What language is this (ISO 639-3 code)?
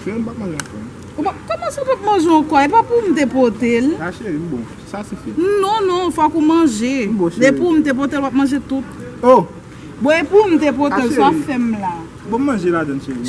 hat